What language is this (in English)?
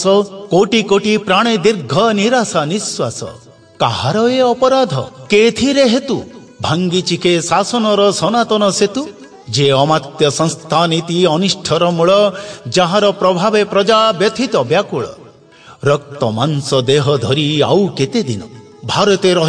Odia